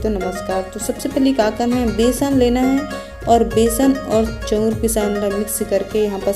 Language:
Chhattisgarhi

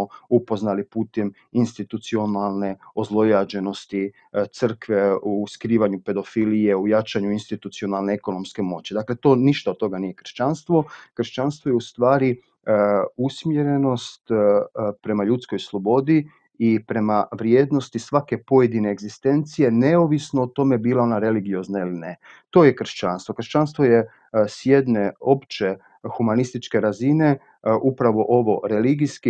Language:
Croatian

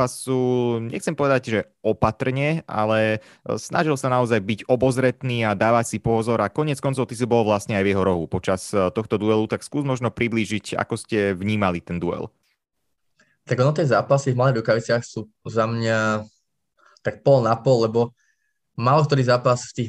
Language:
Slovak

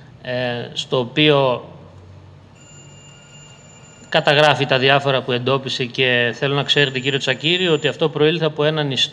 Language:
Greek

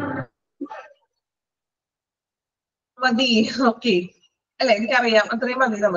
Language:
Malayalam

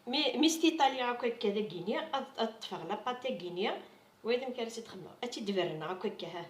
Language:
Kabyle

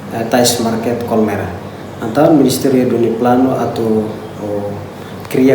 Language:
Tetum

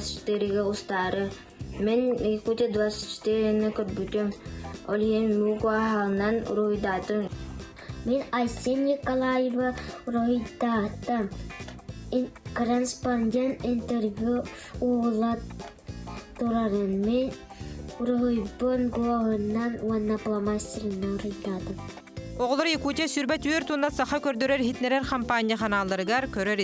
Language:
Yakut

